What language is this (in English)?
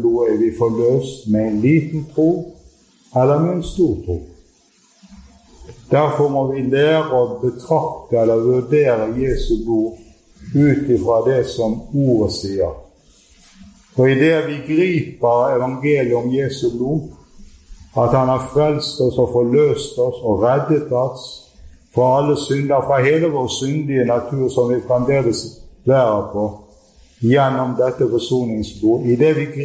Norwegian